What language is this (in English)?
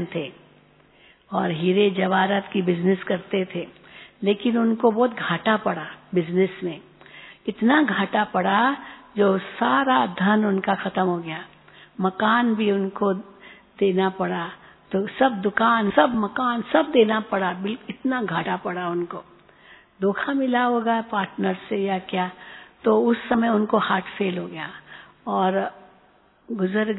Hindi